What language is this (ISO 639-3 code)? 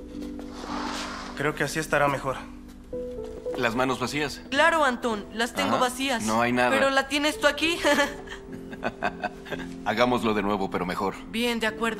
spa